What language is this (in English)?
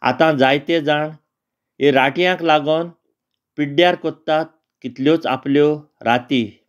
Konkani